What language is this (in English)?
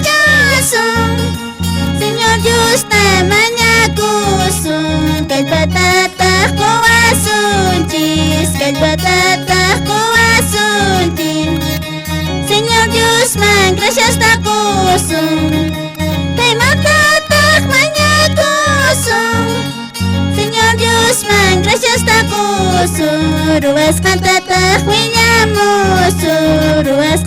Quechua